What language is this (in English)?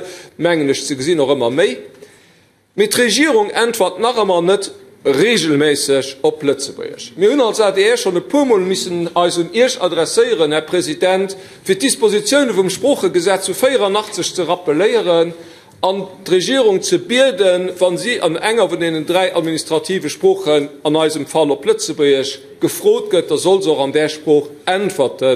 Luxembourgish